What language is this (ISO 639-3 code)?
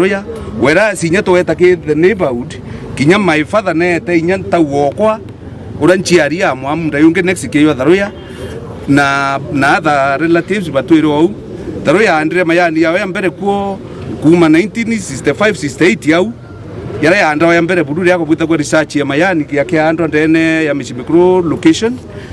mer